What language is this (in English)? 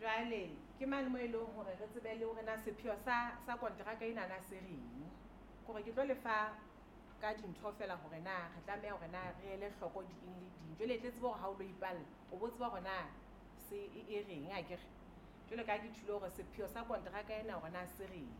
Southern Sotho